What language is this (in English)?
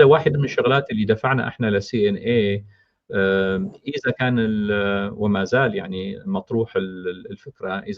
North Levantine Arabic